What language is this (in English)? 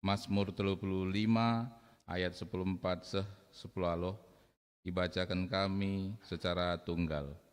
Batak Karo